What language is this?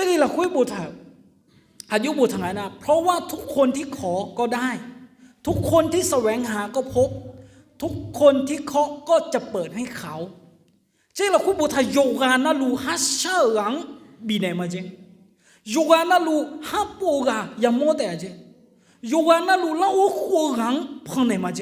Akha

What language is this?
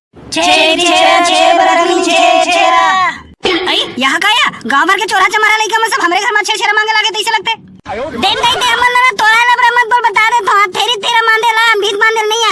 Chhattisgarhi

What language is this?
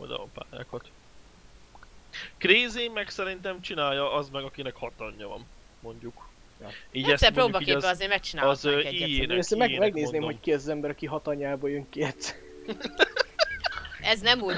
Hungarian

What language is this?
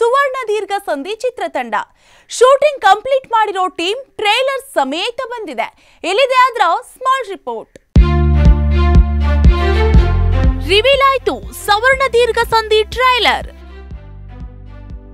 Kannada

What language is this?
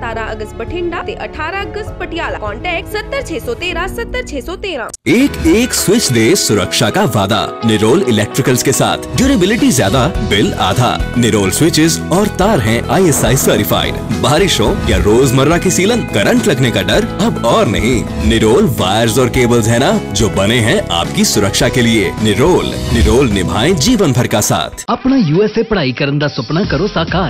Punjabi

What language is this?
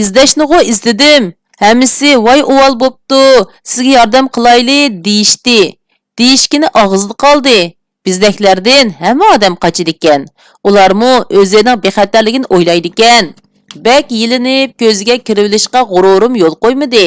Uyghur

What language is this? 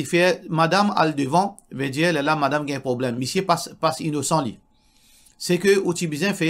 Morisyen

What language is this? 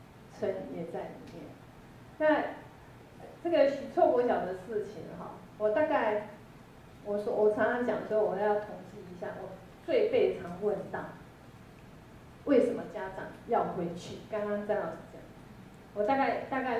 Chinese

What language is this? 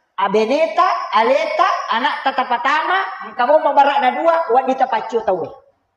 Buginese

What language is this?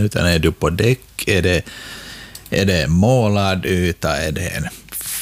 Swedish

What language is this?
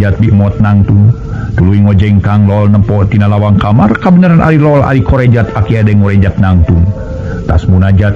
Sundanese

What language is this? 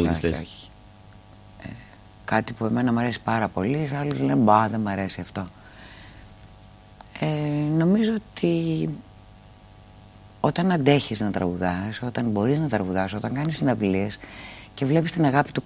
Greek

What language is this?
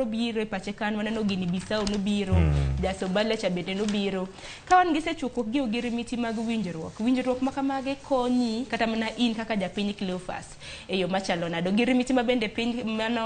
Luo (Kenya and Tanzania)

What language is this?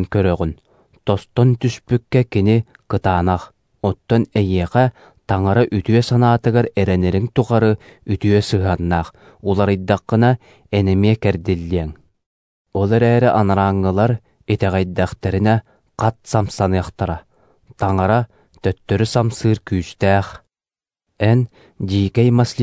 Yakut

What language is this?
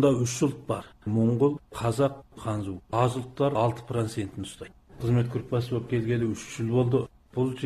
Kazakh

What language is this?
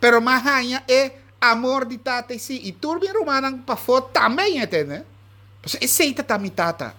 Papiamento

